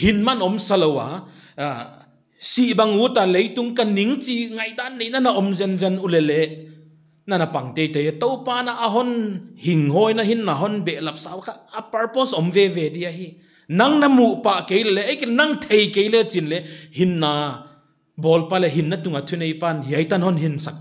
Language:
Paite Chin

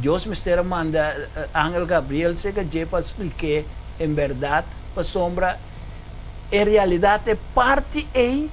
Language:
Papiamento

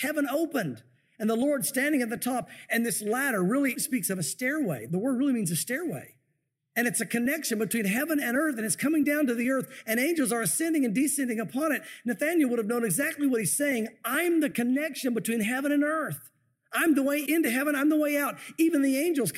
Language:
English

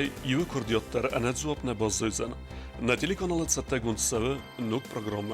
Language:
Ossetic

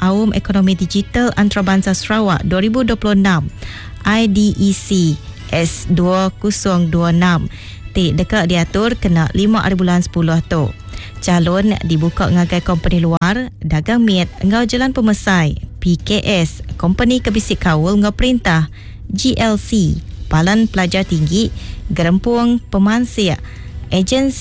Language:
Iban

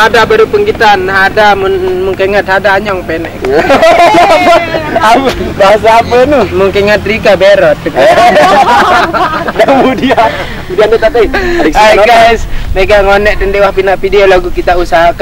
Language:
Sasak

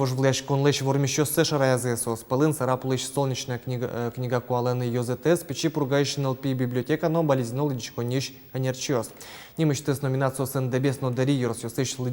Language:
Udmurt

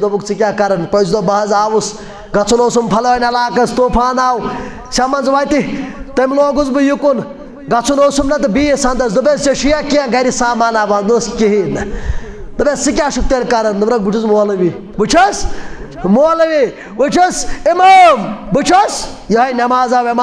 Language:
Kashmiri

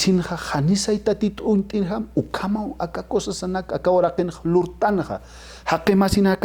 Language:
Aymara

